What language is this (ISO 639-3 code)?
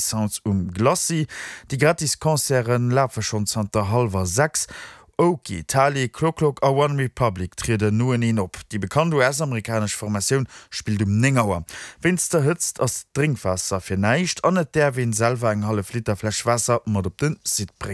ltz